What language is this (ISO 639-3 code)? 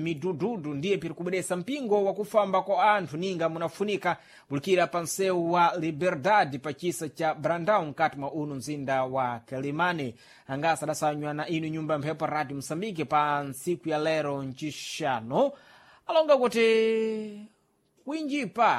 seh